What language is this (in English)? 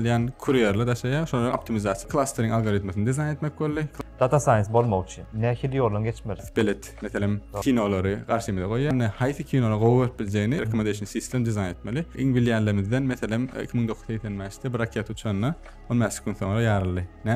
Turkmen